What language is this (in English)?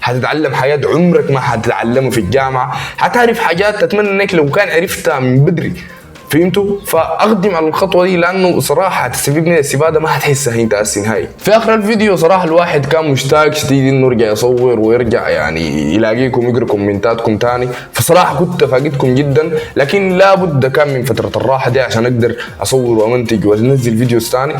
Sudanese Arabic